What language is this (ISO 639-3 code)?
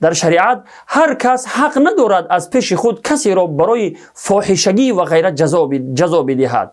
tgk